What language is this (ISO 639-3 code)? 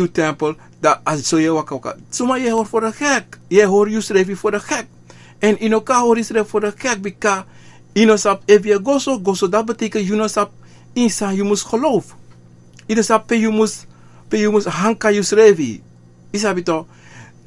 srn